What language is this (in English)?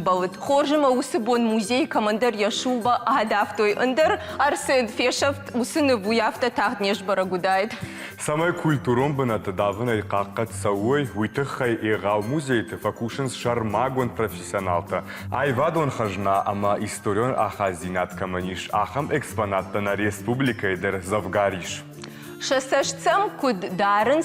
Ossetic